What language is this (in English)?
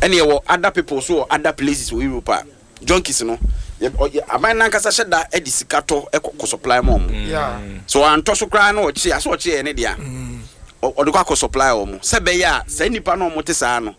Akan